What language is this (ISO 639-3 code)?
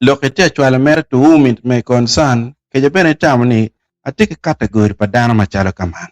ach